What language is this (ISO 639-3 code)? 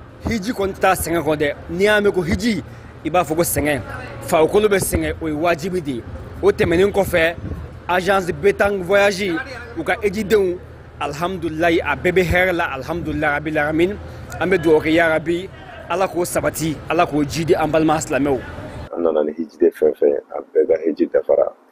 bam